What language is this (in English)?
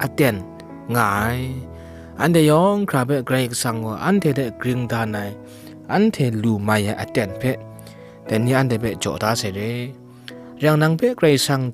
Kachin